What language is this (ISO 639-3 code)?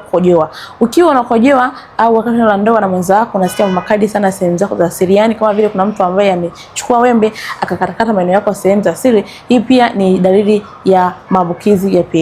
swa